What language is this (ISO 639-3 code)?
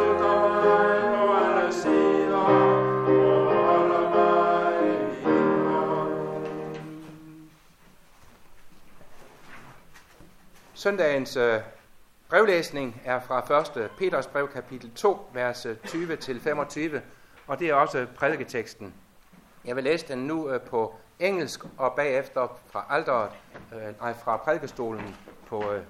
dan